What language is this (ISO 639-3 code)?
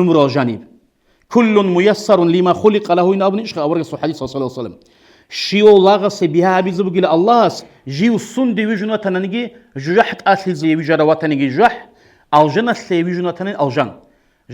ava